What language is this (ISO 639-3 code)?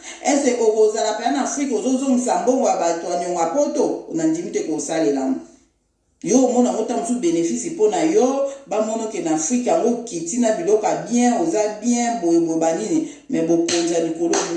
lin